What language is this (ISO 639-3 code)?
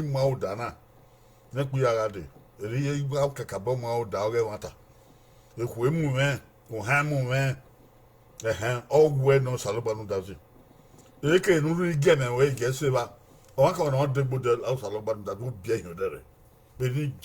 bin